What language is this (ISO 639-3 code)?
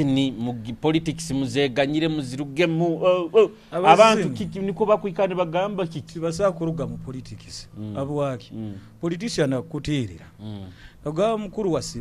nyo